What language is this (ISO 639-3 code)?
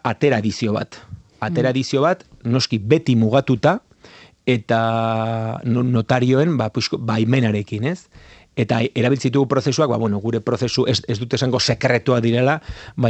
eus